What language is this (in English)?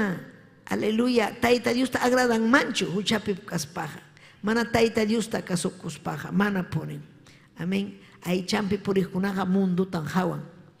Ayacucho Quechua